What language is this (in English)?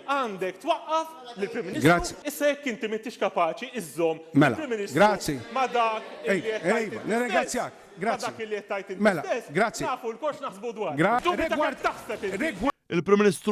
Maltese